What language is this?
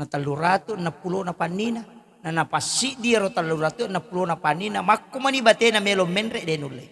Buginese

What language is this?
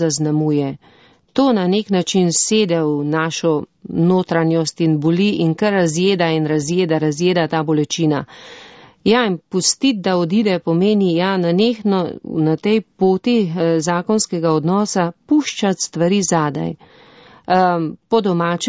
Slovenian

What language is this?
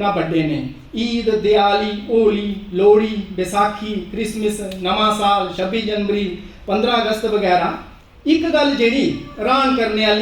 Dogri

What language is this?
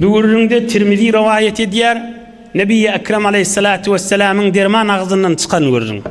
Turkmen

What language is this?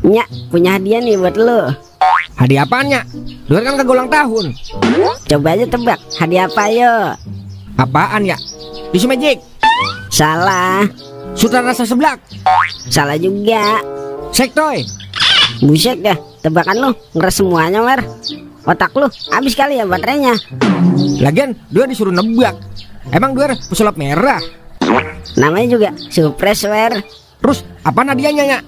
Betawi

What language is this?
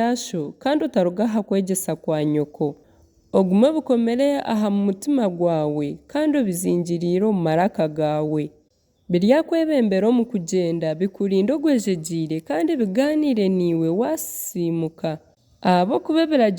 Nyankole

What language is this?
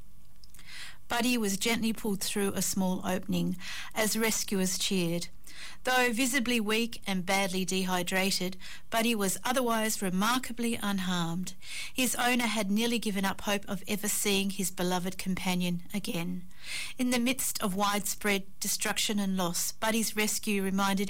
English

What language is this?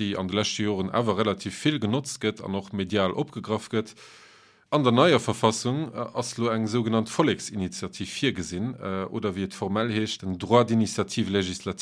Luxembourgish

